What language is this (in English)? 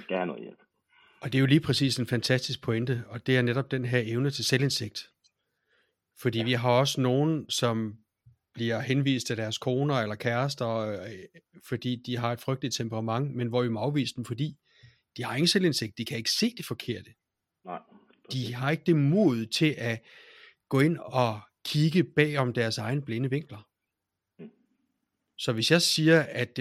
Danish